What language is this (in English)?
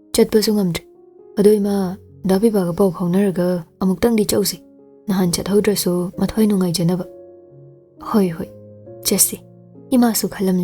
Manipuri